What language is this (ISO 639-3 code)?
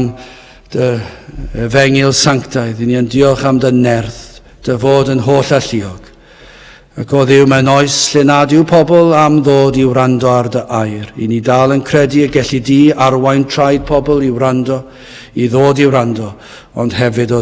cym